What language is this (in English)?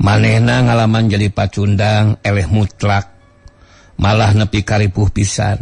Sundanese